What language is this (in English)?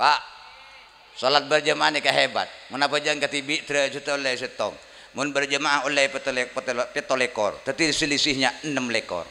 Madurese